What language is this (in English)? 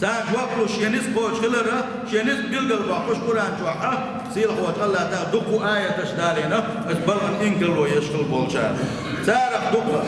Chechen